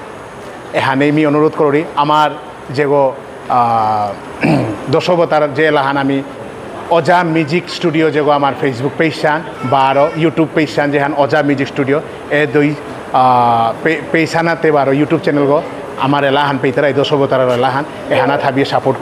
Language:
Bishnupriya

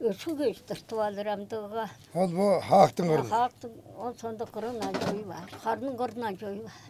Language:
Tuvinian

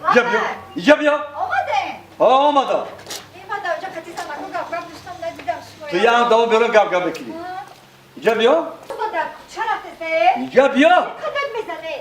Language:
Tajik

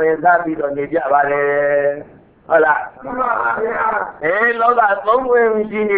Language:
Burmese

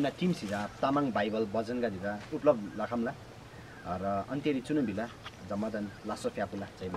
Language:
Eastern Tamang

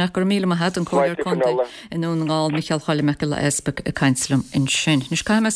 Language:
Irish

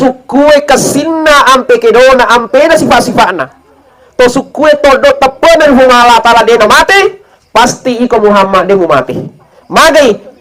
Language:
Buginese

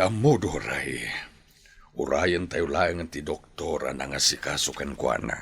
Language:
Iloko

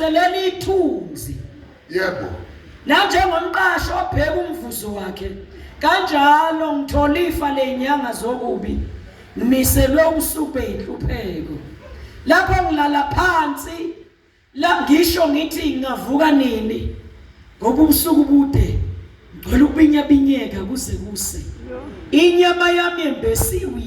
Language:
Zulu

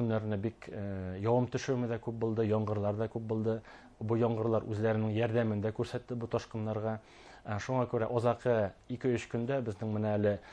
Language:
Bashkir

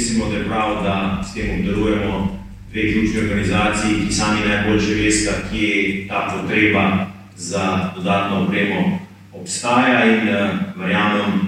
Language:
Slovenian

